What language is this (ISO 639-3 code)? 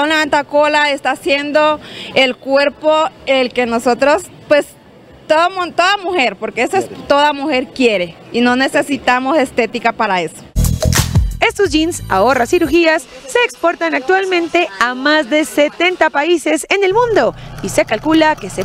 spa